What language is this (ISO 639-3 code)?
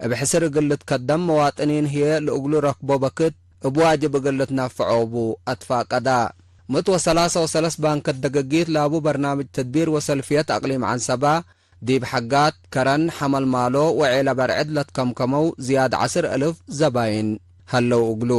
tig